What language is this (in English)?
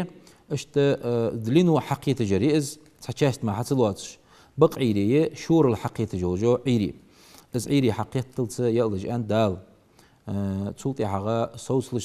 Ingush